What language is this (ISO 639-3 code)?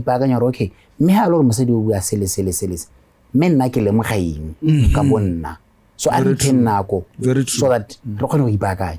tsn